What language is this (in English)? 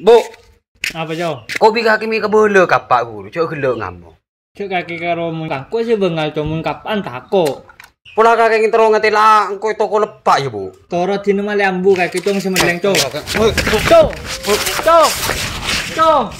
Madurese